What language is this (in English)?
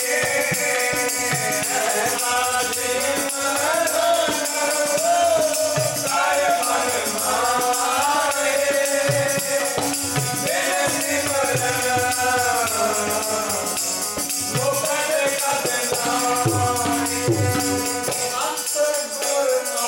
Punjabi